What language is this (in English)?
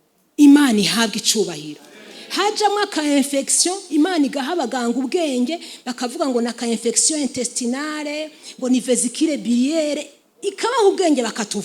Rundi